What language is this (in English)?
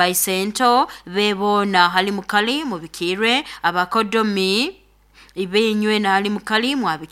Nyoro